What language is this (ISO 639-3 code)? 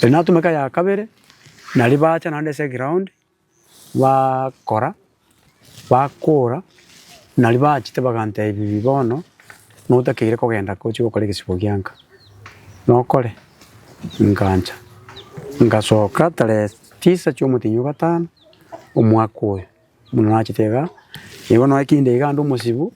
guz